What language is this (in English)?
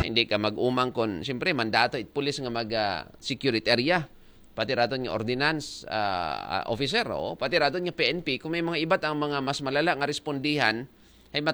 Aklanon